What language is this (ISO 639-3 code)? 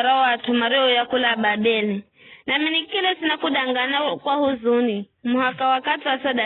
nyf